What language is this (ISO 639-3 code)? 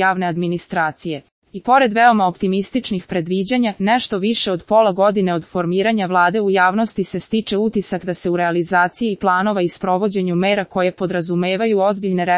srp